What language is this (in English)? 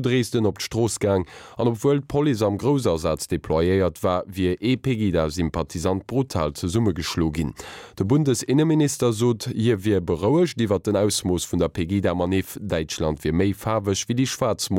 Luxembourgish